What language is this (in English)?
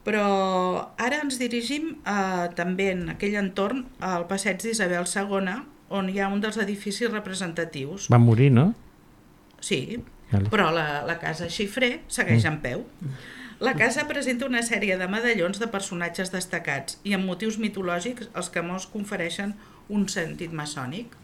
Catalan